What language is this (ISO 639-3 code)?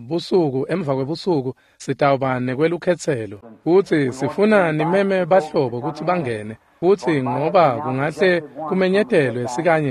ssw